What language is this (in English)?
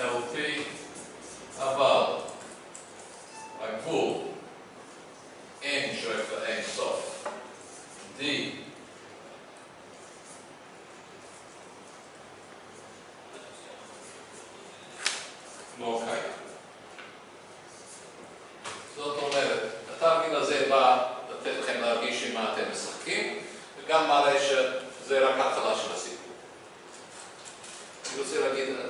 Hebrew